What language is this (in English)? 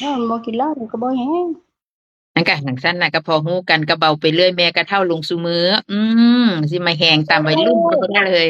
Northeastern Thai